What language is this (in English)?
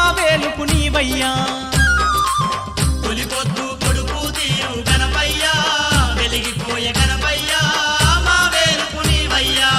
Telugu